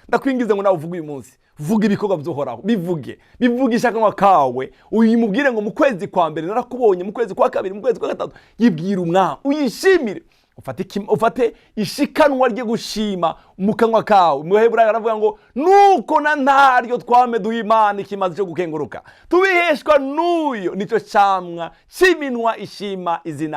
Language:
Rundi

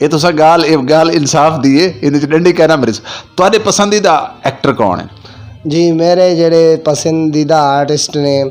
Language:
Western Panjabi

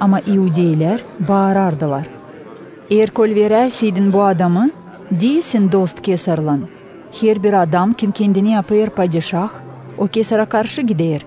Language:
Gagauz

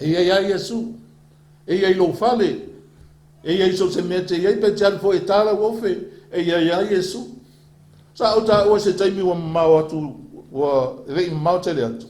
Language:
Samoan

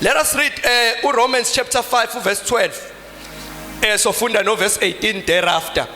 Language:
Zulu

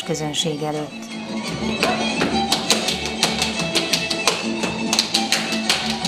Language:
Hungarian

